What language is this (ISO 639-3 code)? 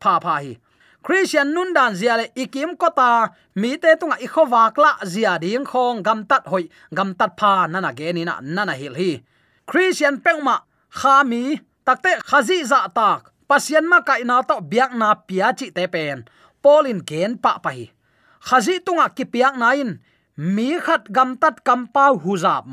ctd